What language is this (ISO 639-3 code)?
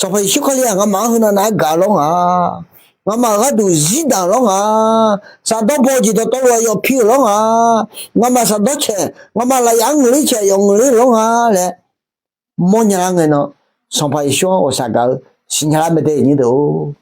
ahk